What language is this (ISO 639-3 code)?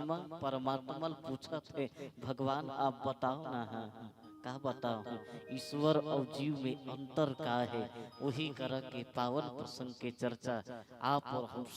hne